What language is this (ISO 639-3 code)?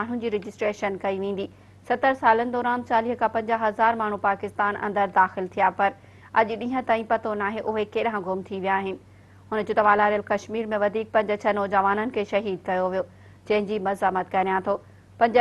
snd